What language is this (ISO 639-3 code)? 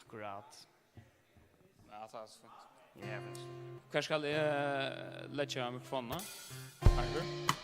fao